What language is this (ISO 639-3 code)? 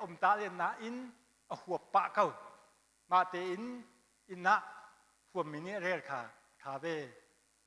cnh